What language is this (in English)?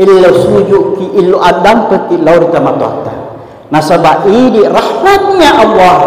Buginese